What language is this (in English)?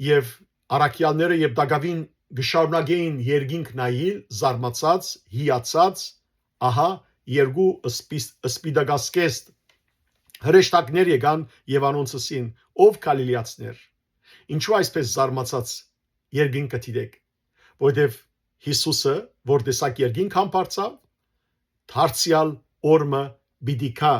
Western Armenian